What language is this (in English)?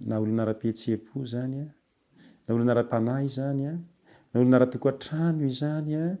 Malagasy